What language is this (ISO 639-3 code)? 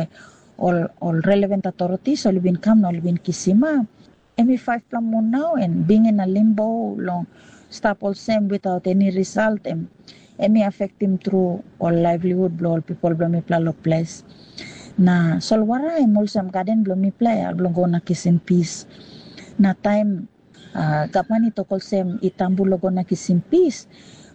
tpi